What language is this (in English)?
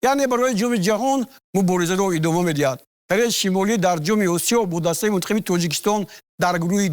Tajik